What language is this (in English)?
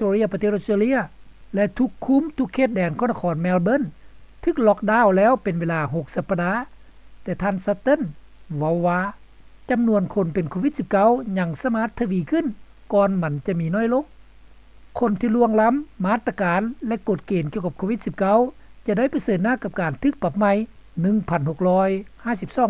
Lao